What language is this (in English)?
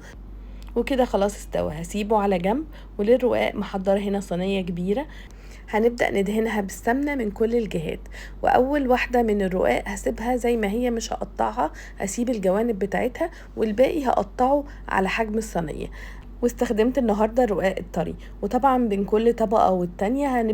Egyptian Arabic